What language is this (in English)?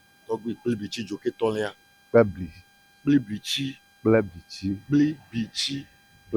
Ewe